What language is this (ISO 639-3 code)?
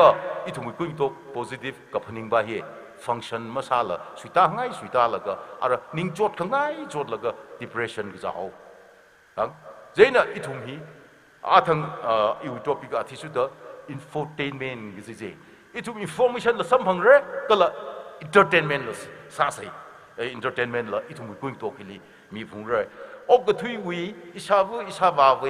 nmf